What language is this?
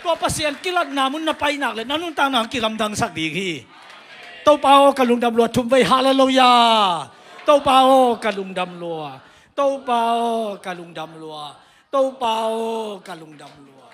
Tedim Chin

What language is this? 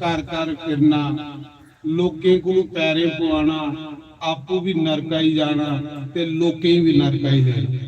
Dogri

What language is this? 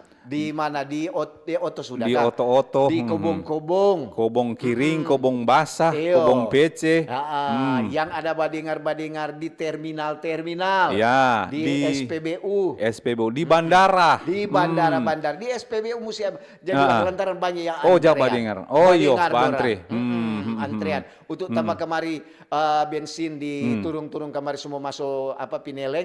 Manado Malay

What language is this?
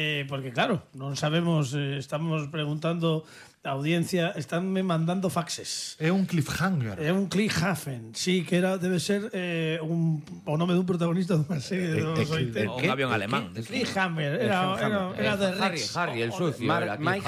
Galician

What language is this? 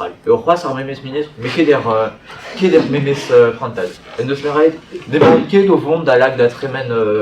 Breton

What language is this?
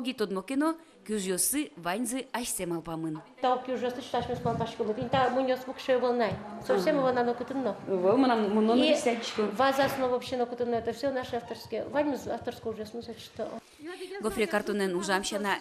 Udmurt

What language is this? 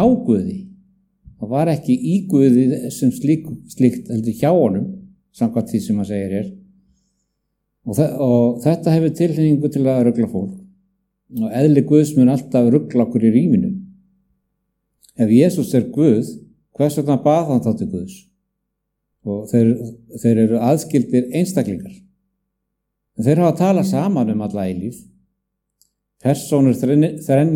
Icelandic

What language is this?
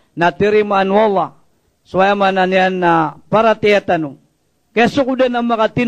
Maranao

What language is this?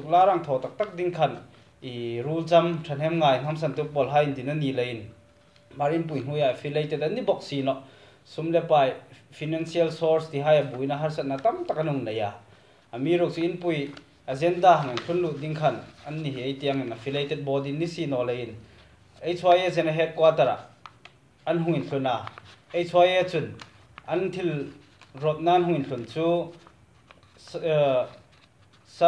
Hmar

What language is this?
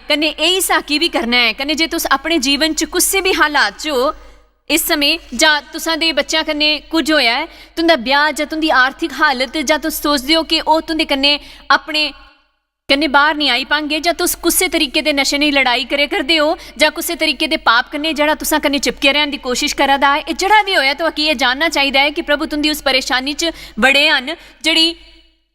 Dogri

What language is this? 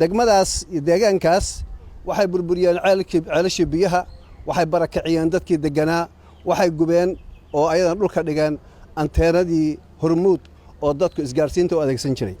Somali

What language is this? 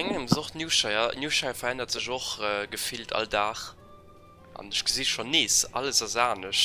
Luxembourgish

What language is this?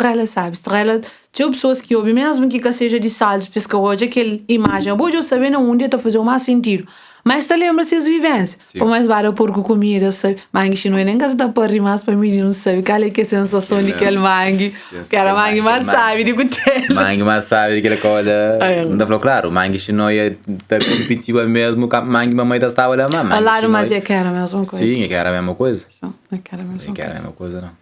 Kabuverdianu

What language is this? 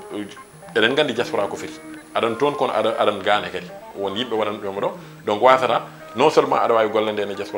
Fula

